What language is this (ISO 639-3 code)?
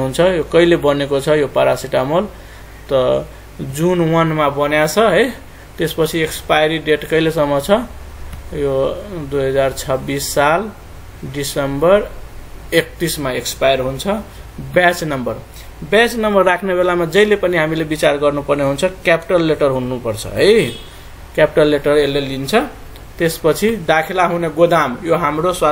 nep